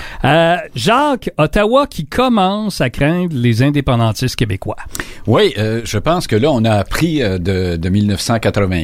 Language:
French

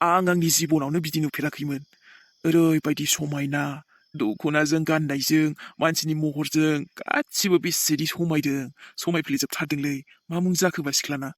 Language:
Bodo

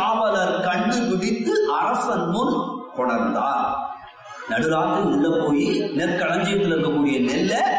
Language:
Tamil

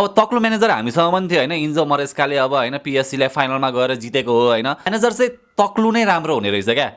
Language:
Nepali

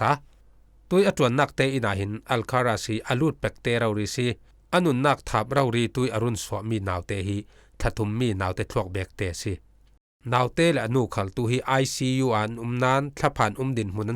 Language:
Falam Chin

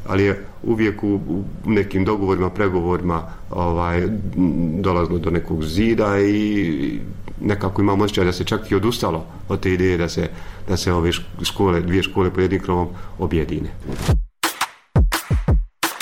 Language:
Bosnian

